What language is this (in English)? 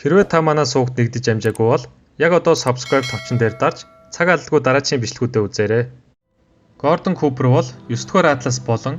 Mongolian